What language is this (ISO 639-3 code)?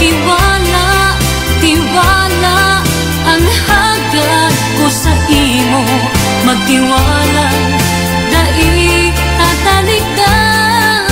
bik